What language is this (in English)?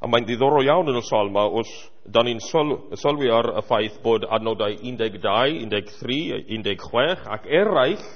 Welsh